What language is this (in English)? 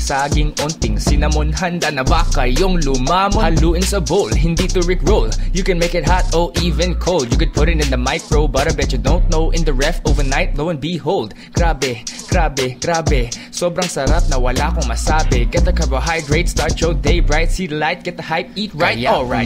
Filipino